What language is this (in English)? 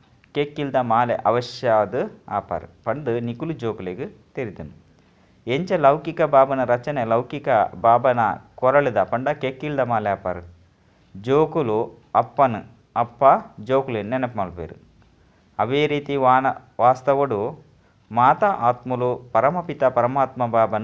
Tulu